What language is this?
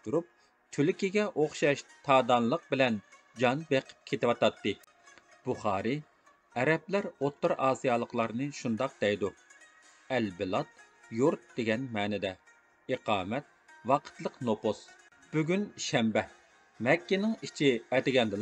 Uyghur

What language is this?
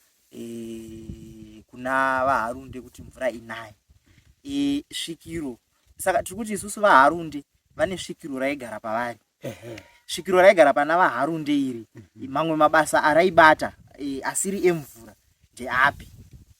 Shona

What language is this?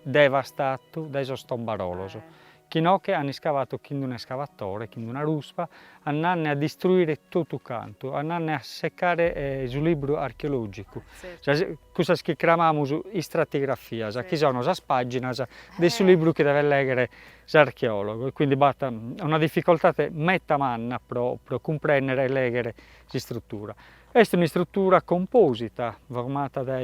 Sardinian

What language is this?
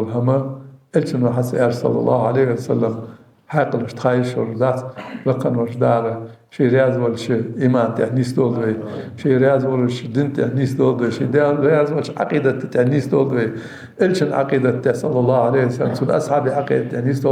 Ingush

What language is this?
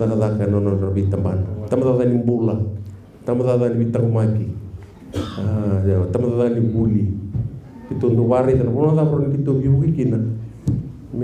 Fijian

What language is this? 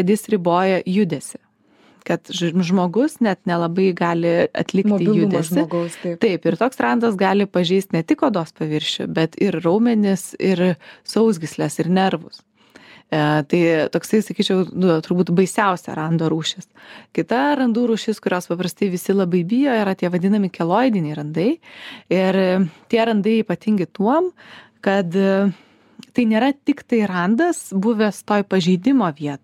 Lithuanian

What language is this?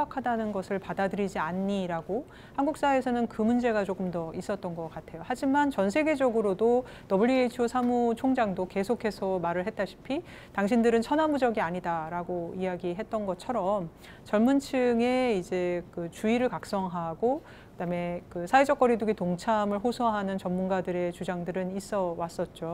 Korean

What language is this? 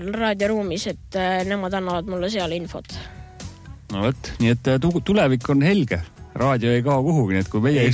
Estonian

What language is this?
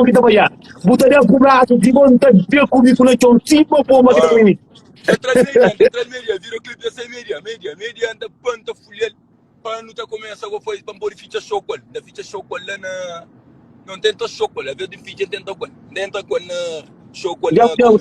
Kabuverdianu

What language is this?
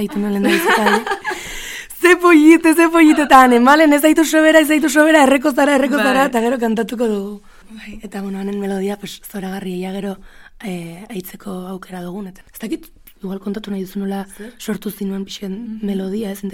Basque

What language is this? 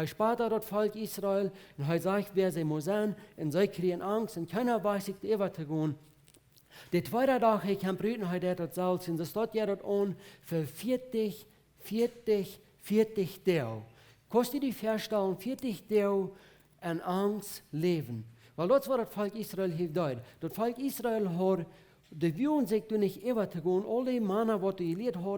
Plautdietsch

